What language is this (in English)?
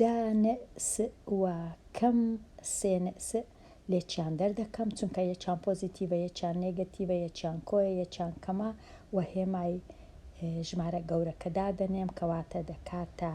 Central Kurdish